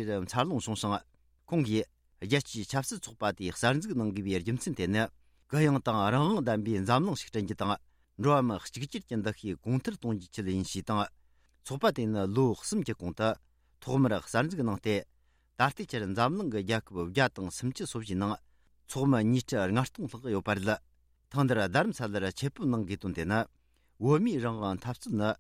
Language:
Tibetan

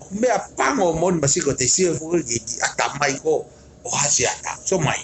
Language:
Tongan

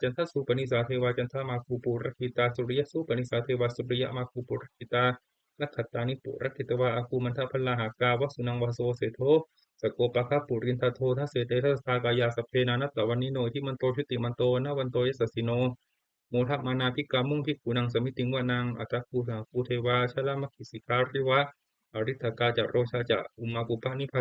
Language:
Pali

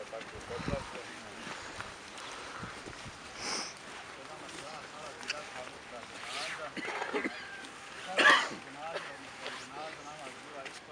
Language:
Bosnian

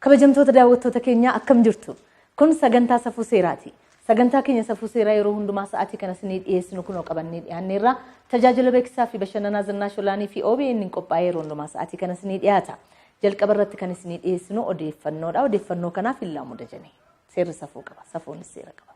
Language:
Oromo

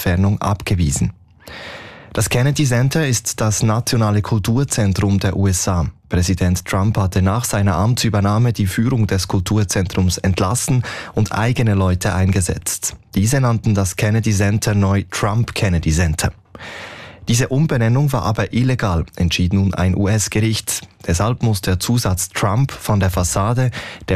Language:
German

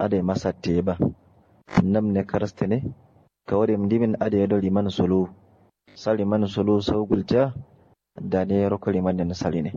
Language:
Kanuri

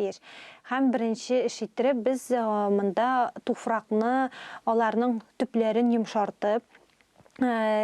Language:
Tatar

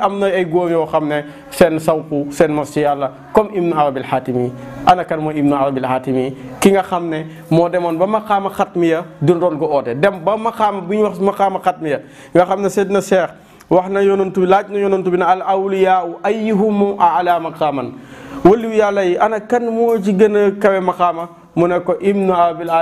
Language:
Wolof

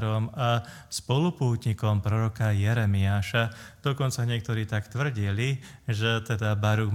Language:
Slovak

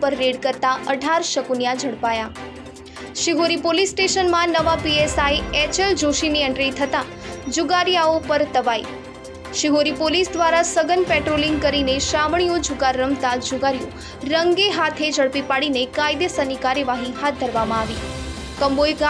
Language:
Gujarati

